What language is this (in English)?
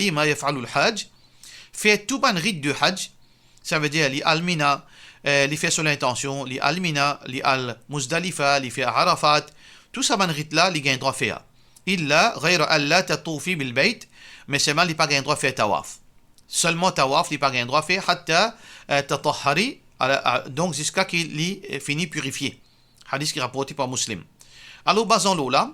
Morisyen